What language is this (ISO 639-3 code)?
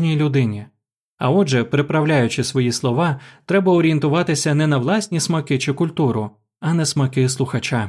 ukr